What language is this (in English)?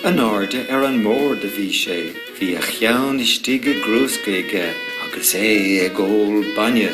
Irish